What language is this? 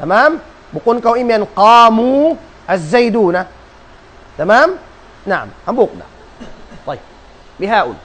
Tausug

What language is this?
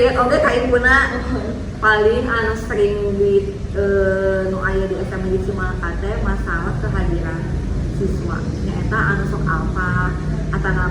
Sundanese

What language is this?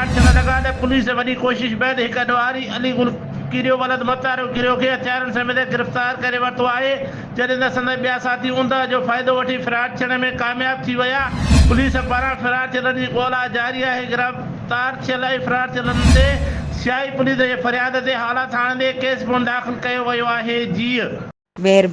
Sindhi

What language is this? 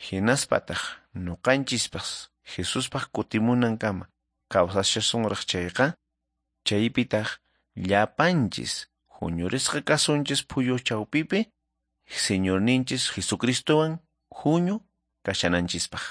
Quechua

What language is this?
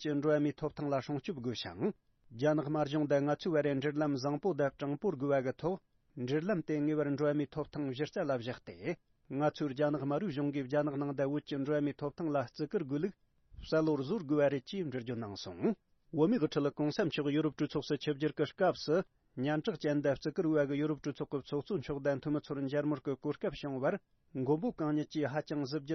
Tibetan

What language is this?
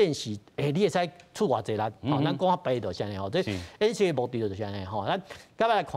Min Nan Chinese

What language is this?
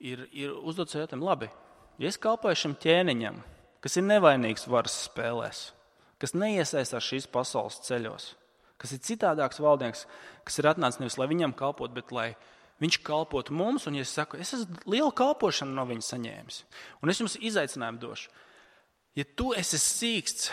Latvian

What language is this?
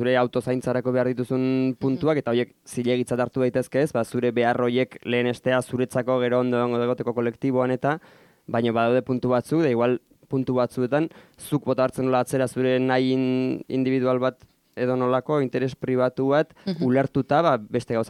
Basque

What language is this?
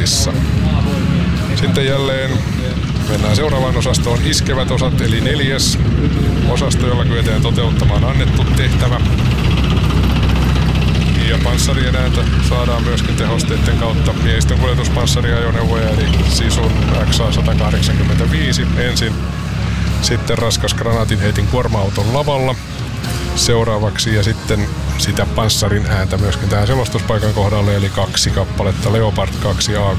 Finnish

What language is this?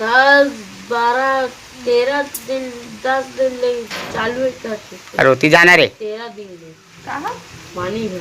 Chhattisgarhi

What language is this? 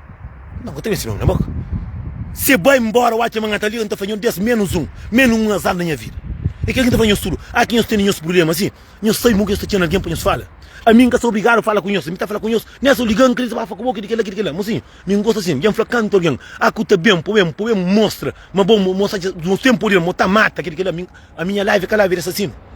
Kabuverdianu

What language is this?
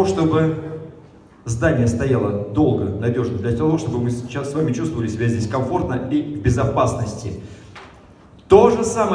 Russian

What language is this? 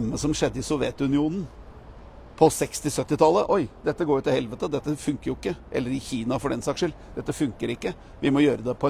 Norwegian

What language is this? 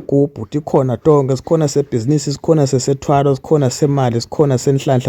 Zulu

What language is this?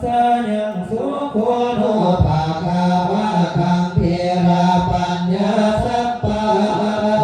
Pali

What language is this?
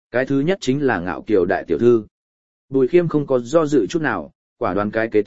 Vietnamese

